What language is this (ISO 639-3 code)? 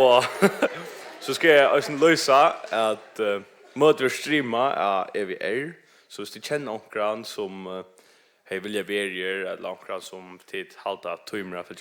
fao